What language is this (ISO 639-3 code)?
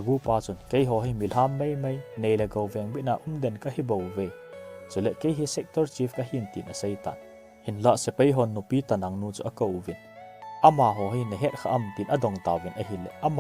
tcz